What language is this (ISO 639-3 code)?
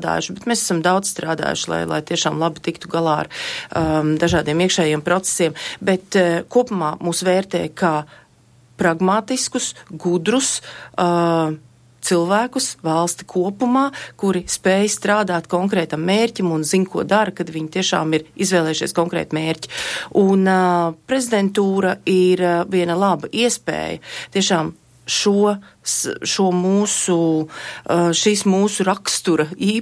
lav